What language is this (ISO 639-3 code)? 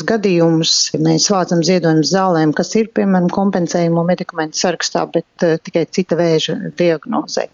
lav